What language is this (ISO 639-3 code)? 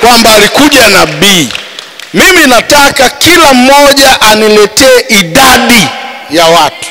swa